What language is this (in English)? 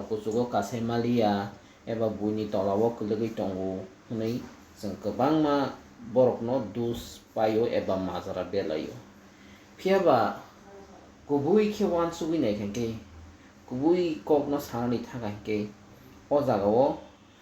Kok Borok